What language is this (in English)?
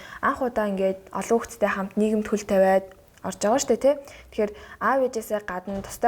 Mongolian